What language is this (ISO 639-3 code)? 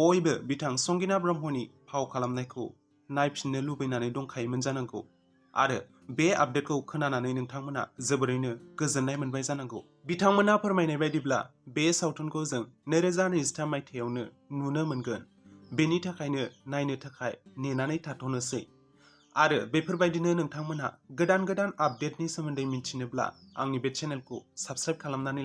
brx